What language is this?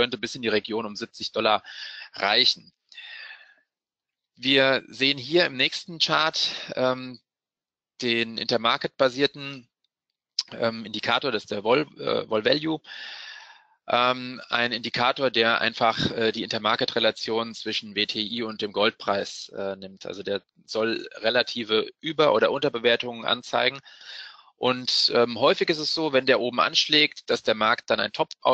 German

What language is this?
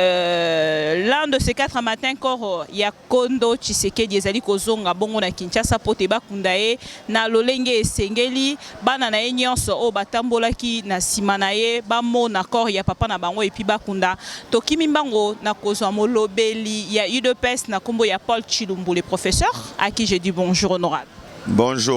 Lingala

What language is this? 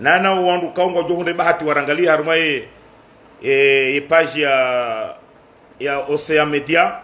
Ngazidja Comorian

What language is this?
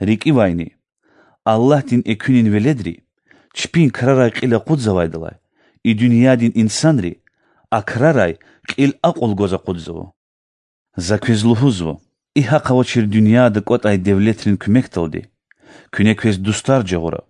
Lezghian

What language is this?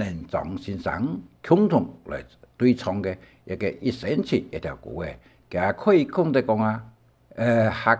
Hakka Chinese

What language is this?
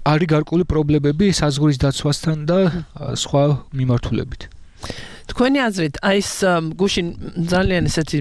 Georgian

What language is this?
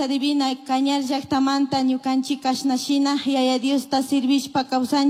Chimborazo Highland Quichua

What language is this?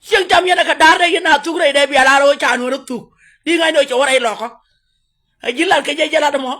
Nuer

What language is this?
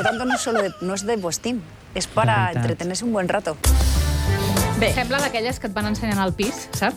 Catalan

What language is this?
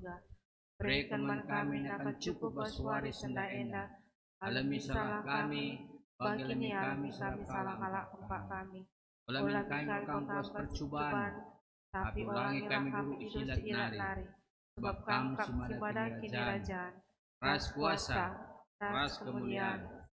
Batak Karo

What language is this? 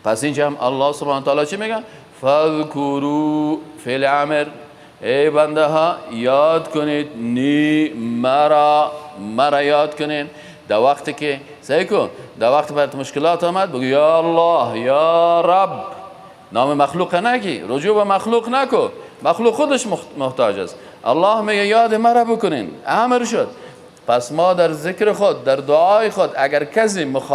Persian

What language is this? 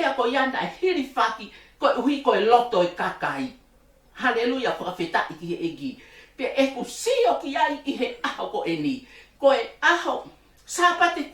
Tongan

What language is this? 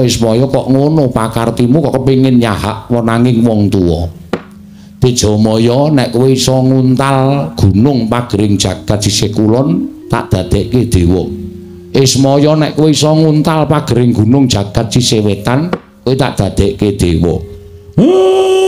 Javanese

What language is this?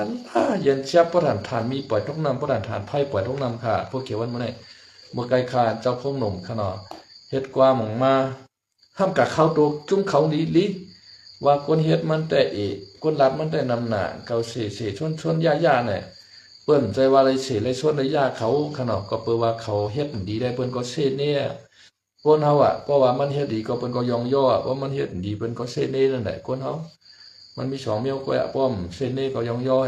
Shan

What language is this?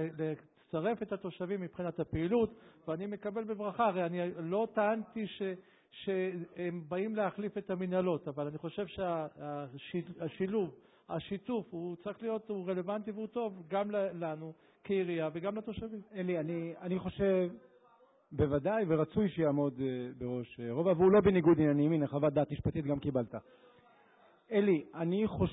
Hebrew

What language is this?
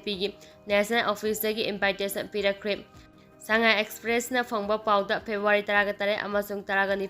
Manipuri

